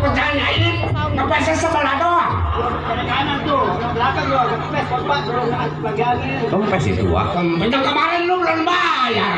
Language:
Betawi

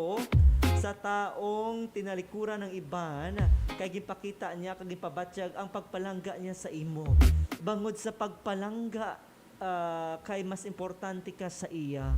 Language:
Hiligaynon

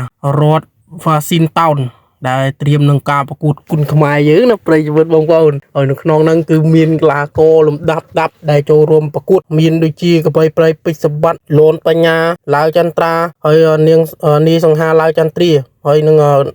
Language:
Khmer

